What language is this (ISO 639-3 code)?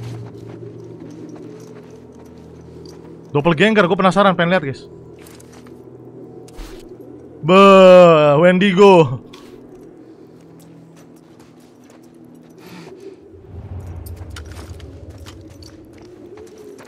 ind